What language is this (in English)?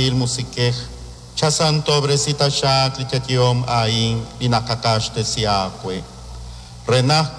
Kekchí